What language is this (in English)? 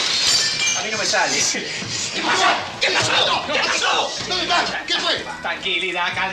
Spanish